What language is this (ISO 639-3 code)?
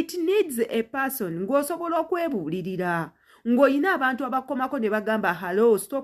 lug